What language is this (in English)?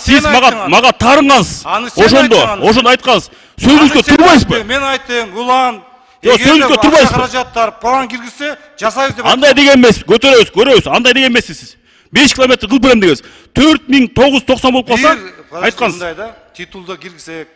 Kyrgyz